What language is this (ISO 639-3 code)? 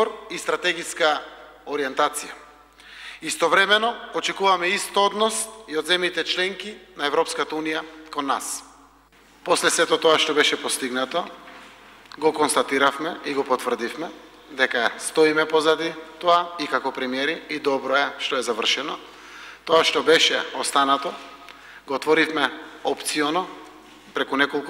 mkd